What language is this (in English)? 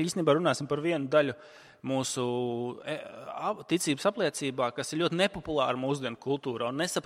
Latvian